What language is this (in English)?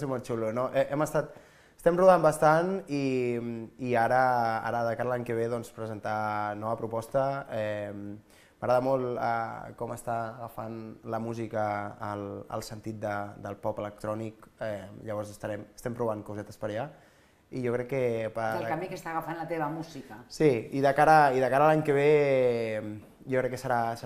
Catalan